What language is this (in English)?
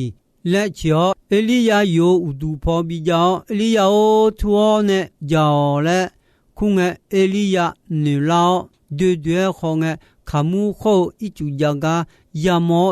Akha